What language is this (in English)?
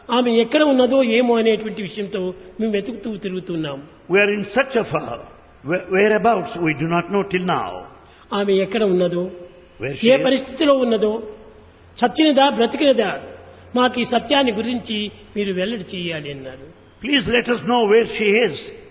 Telugu